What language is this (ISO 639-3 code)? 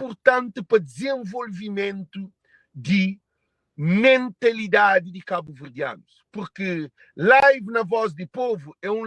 kea